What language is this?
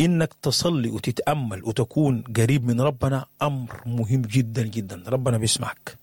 Sudanese Arabic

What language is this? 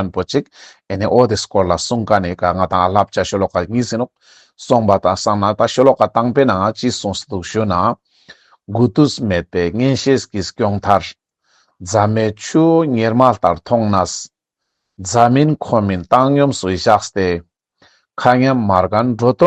Ladakhi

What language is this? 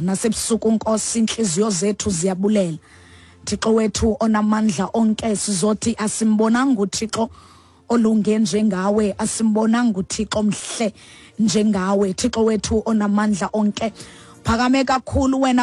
Xhosa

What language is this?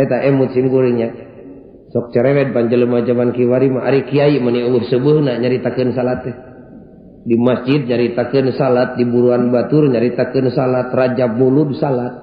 Sundanese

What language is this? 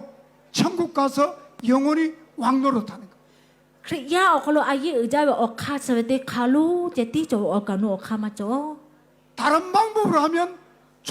Lahu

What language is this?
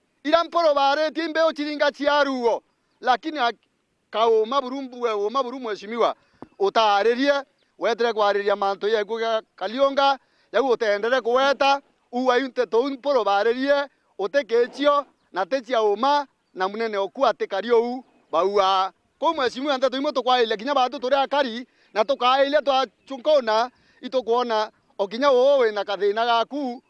Meru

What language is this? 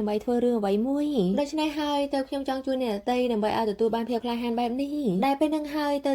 Khmer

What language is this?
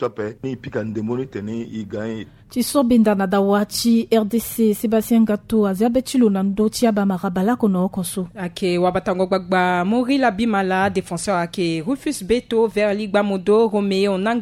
Sango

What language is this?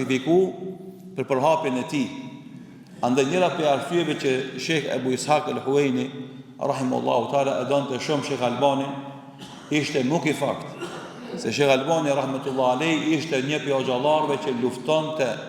Albanian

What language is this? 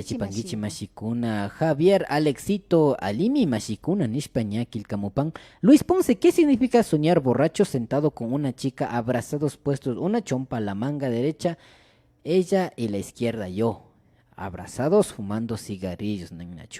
Imbabura Highland Quichua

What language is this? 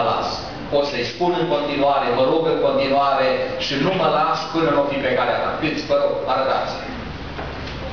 Romanian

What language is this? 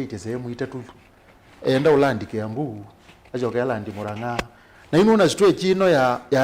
Kamba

